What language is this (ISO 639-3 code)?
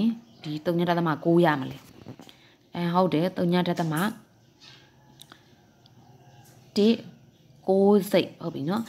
mya